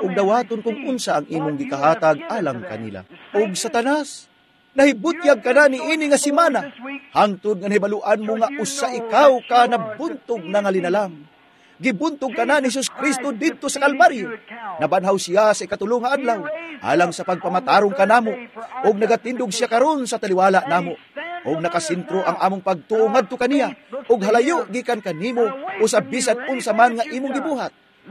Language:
Cebuano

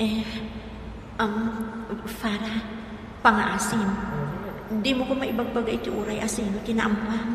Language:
Iloko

